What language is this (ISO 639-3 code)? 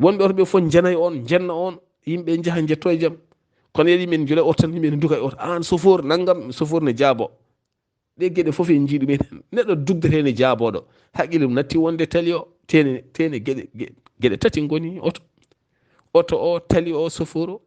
ful